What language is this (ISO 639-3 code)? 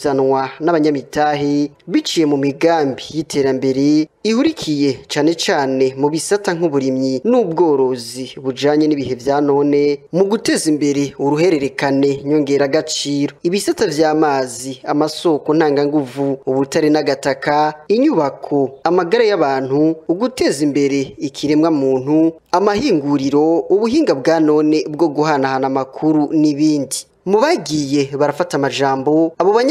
run